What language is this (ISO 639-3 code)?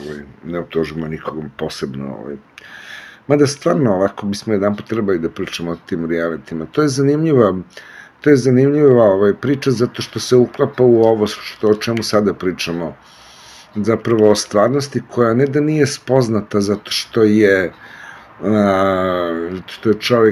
srp